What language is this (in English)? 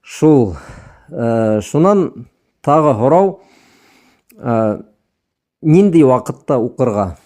Bashkir